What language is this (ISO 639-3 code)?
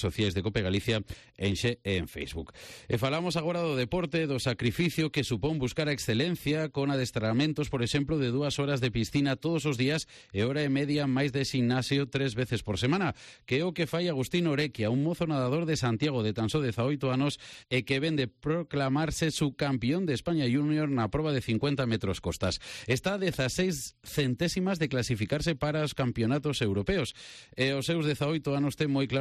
glg